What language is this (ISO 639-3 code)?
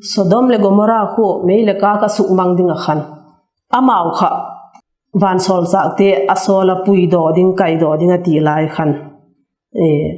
vap